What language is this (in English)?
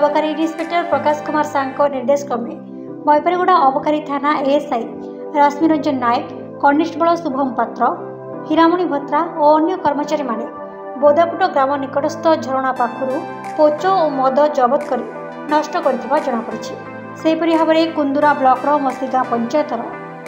Odia